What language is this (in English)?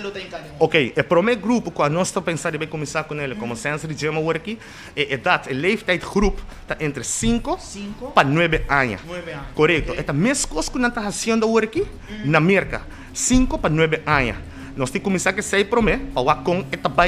Papiamento